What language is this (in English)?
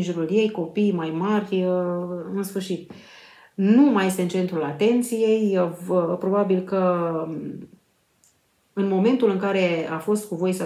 Romanian